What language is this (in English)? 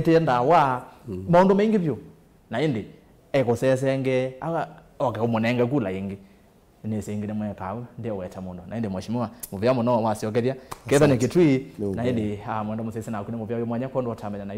Kamba